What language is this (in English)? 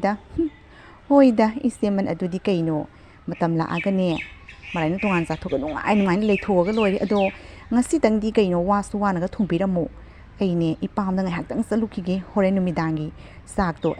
Manipuri